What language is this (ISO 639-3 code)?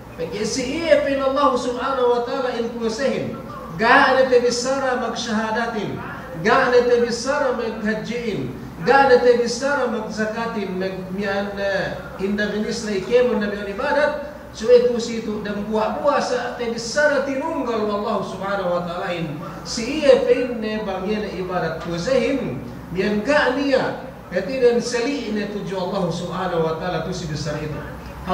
yka